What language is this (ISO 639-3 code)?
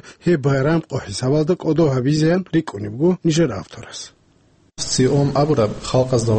ava